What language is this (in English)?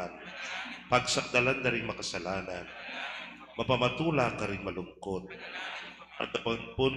Pampanga